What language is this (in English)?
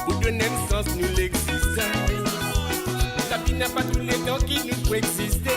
Morisyen